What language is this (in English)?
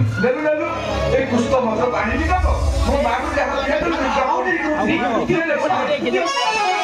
Odia